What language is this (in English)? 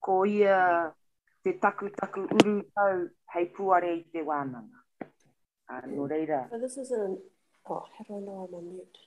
Māori